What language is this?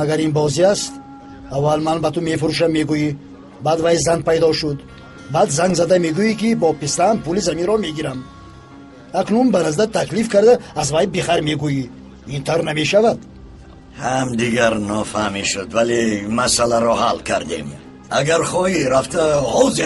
Tajik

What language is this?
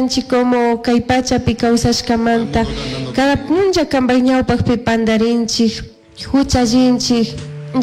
Chimborazo Highland Quichua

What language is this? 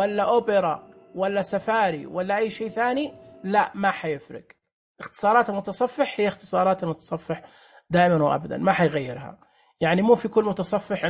Najdi Arabic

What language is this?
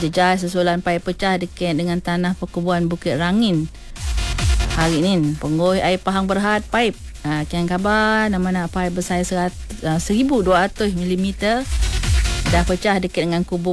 Malay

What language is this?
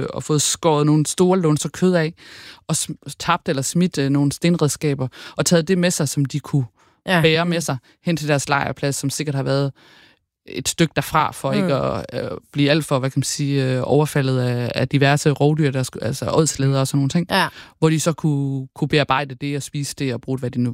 Danish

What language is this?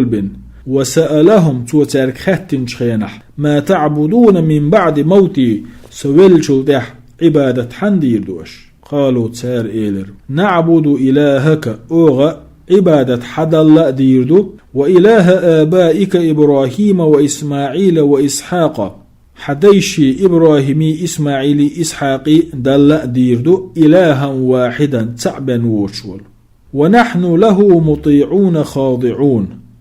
Chechen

